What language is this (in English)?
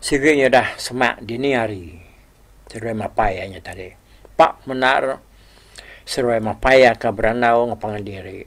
Iban